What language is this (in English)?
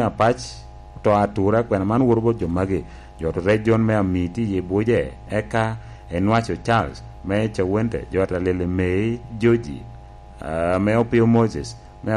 Lango (Uganda)